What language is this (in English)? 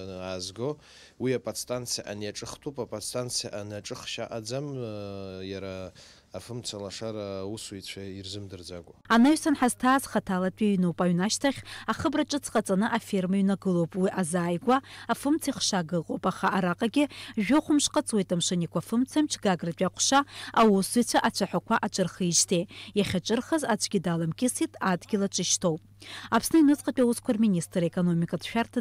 Abkhazian